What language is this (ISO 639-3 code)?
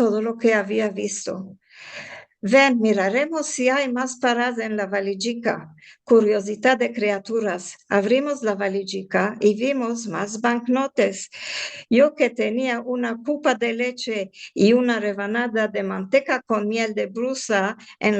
lad